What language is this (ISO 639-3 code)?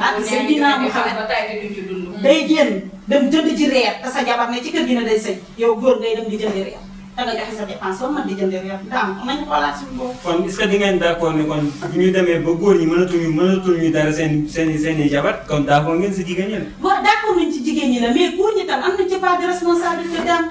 wol